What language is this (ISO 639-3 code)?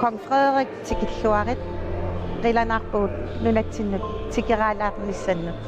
kal